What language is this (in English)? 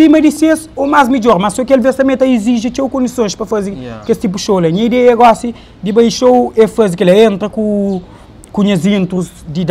Kabuverdianu